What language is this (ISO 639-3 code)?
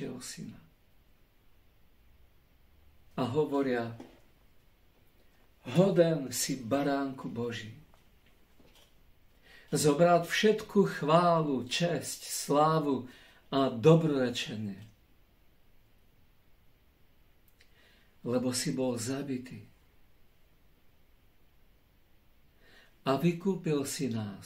slk